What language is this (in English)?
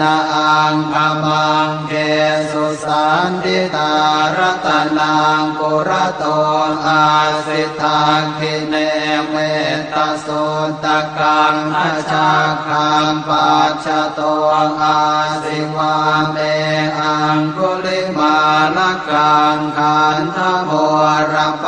Pali